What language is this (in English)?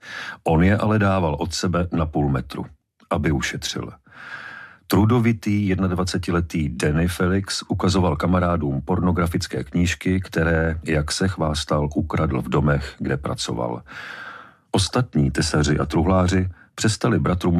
Czech